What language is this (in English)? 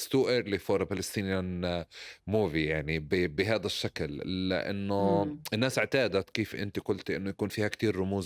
North Levantine Arabic